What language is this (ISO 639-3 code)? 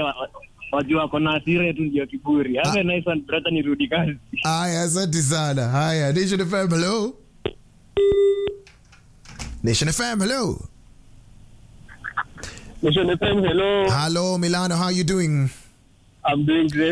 swa